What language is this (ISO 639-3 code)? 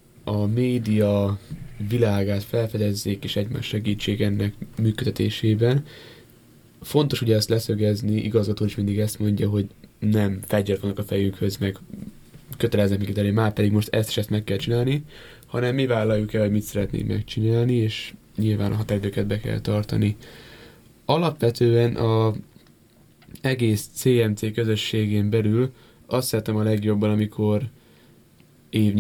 hun